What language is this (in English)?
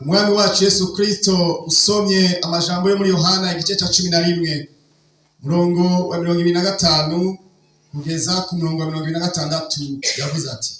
Rundi